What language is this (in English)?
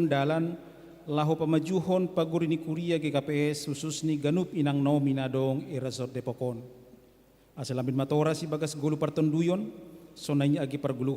Batak Simalungun